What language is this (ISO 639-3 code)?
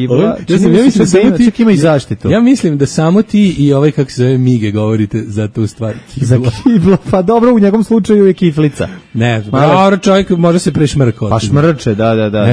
srp